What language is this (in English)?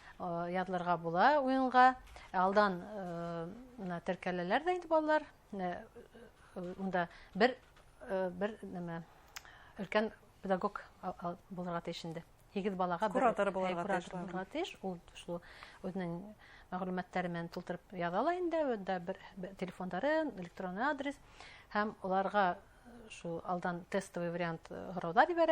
Bashkir